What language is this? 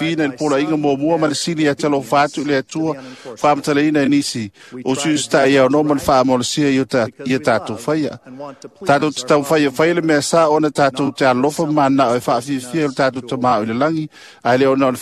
Samoan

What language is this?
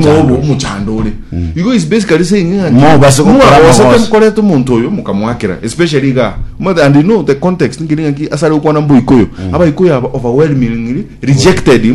Gusii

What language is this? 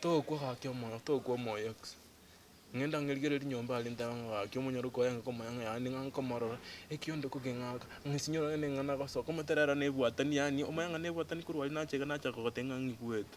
Gusii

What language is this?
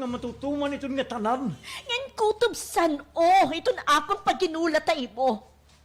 Waray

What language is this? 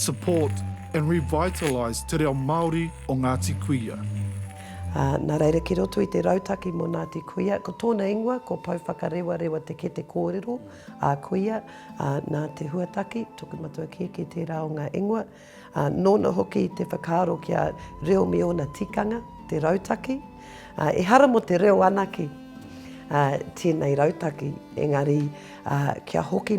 Māori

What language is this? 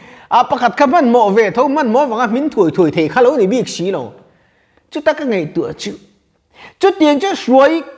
Mizo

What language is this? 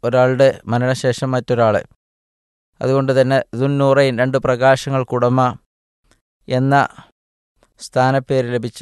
Malayalam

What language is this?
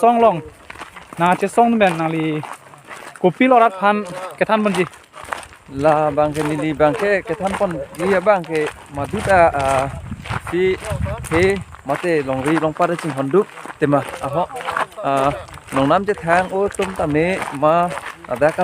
Karbi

